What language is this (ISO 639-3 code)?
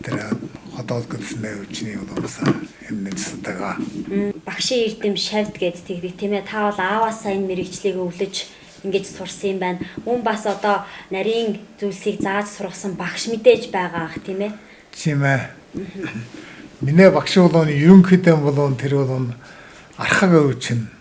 mon